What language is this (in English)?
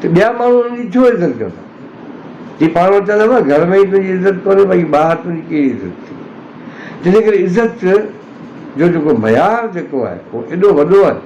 Sindhi